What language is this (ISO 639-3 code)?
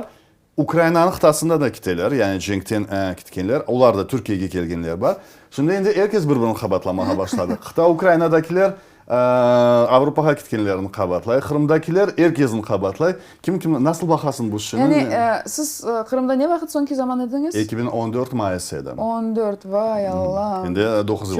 crh